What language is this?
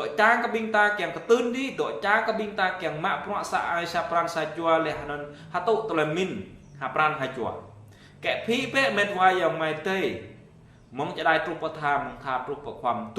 Jarai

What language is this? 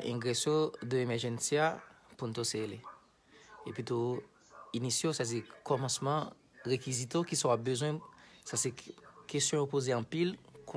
Haitian Creole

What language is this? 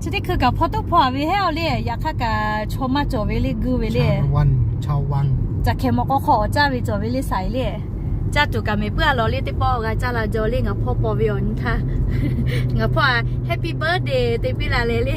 Lahu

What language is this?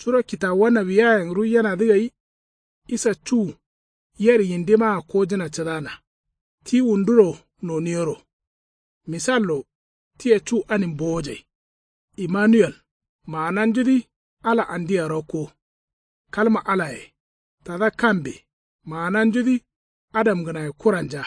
Kanuri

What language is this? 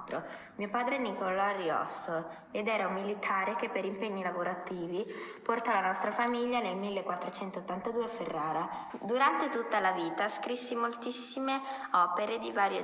Italian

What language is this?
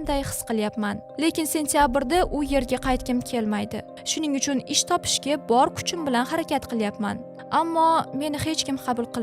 Uzbek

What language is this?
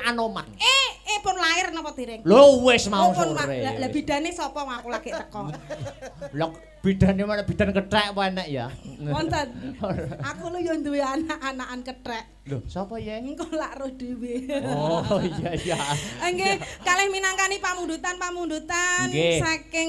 Javanese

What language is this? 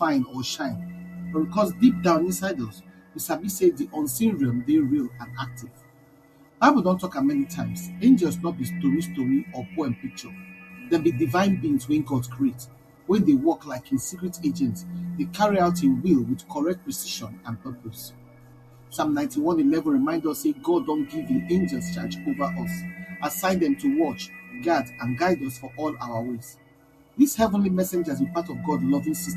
Nigerian Pidgin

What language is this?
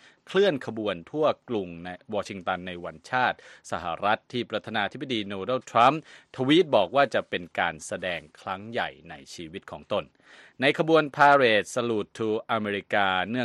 Thai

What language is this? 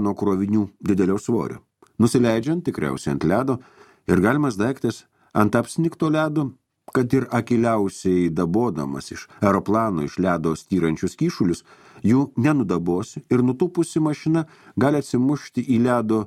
Lithuanian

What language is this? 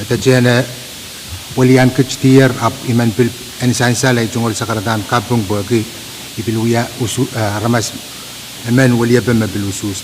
Pohnpeian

